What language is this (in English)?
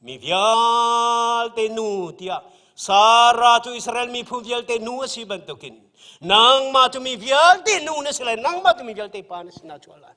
Hakha Chin